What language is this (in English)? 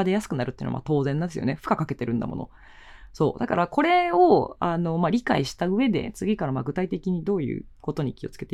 Japanese